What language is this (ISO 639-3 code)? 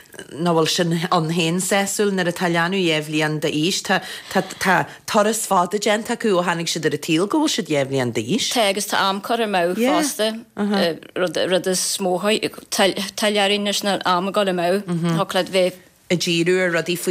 gle